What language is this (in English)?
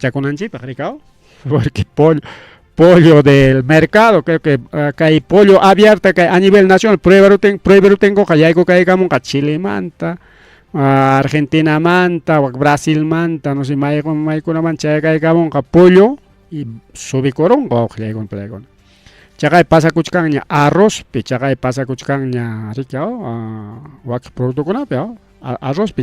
Ayacucho Quechua